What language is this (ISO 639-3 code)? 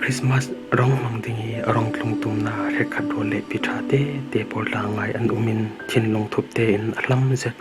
cfm